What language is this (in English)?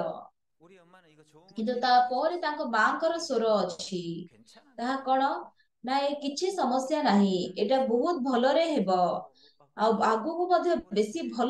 Odia